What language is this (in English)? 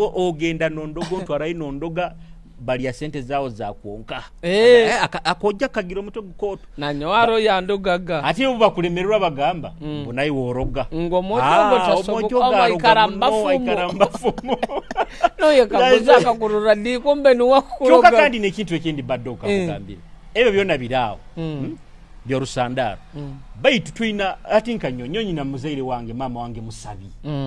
Nyoro